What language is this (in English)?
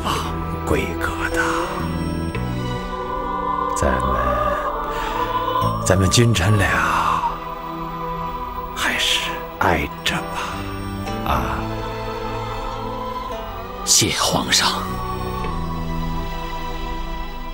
Chinese